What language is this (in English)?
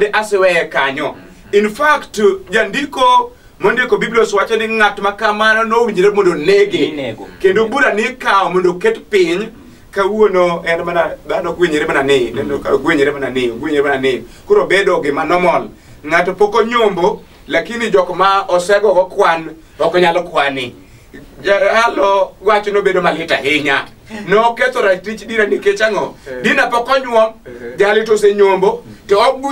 Luo (Kenya and Tanzania)